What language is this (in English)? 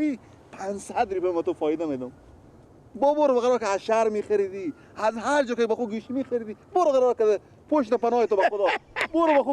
Persian